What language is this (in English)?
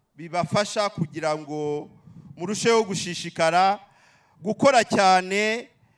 Kinyarwanda